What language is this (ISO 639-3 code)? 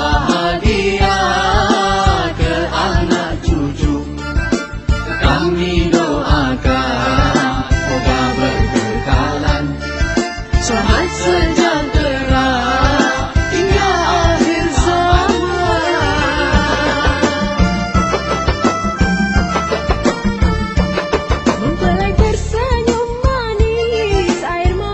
msa